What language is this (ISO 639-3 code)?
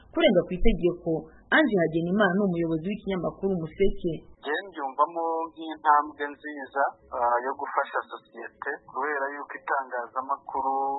kin